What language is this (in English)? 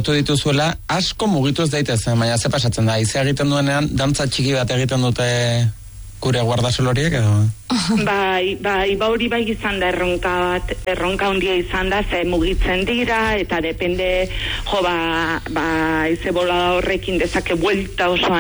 Basque